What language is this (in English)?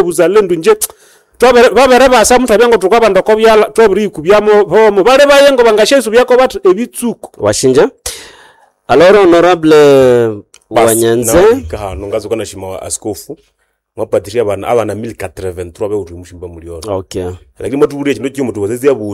Nande